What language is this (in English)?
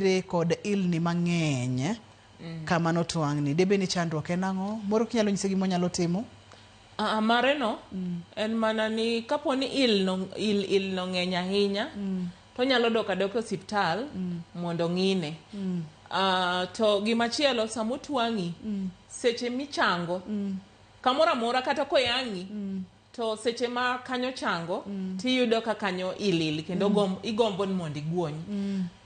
Luo (Kenya and Tanzania)